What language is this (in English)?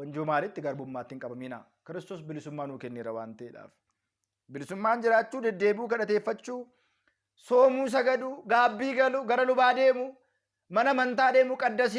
Oromo